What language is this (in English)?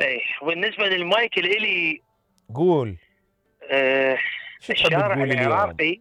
Mesopotamian Arabic